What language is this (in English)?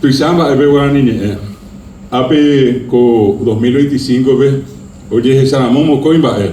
Guarani